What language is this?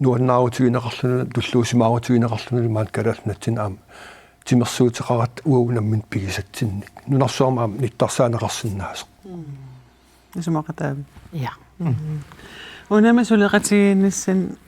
Kalaallisut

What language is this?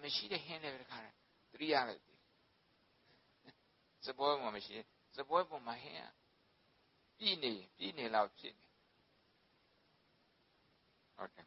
Burmese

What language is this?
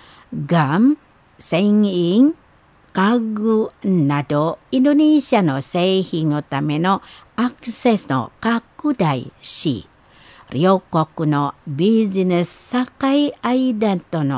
Japanese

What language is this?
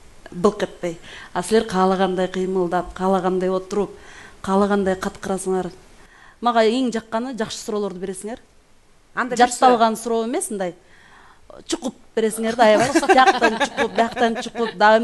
Kyrgyz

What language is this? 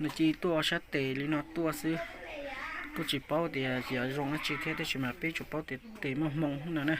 Hmong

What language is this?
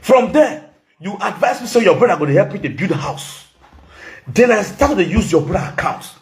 Nigerian Pidgin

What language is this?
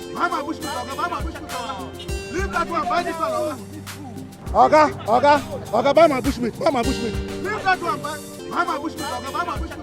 Nigerian Pidgin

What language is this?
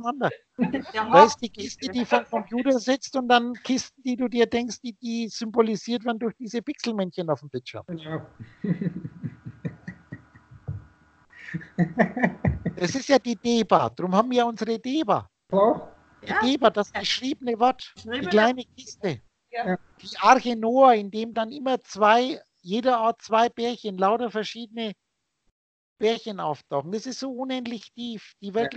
German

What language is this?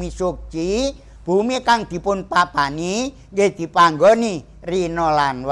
Javanese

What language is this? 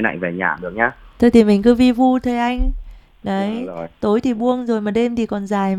Vietnamese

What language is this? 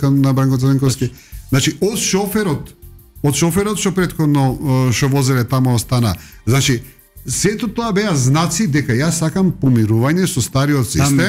Macedonian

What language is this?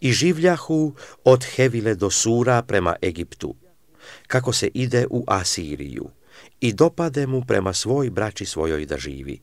Serbian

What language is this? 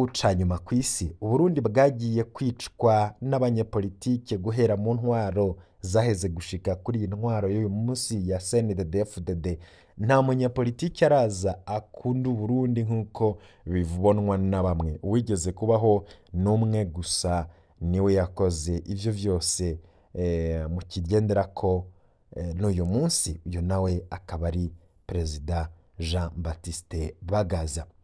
Rundi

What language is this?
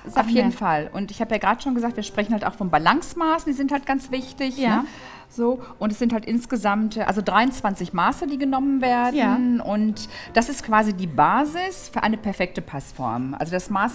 German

